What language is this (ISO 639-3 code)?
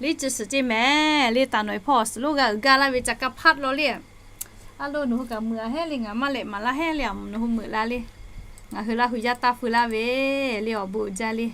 lhu